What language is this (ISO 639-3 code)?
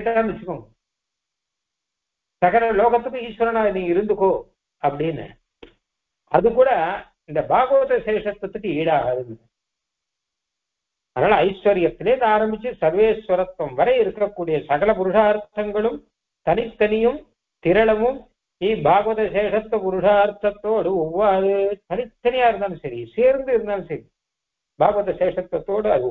tam